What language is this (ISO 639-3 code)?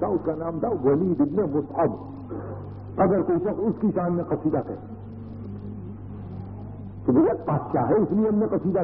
urd